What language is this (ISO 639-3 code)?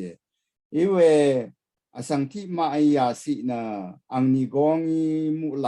raw